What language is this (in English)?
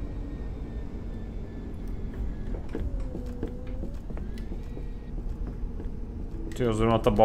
Czech